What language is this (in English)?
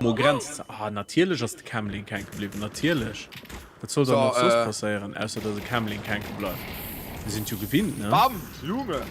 Luxembourgish